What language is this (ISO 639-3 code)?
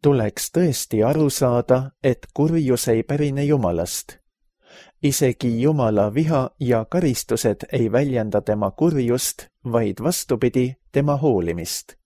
est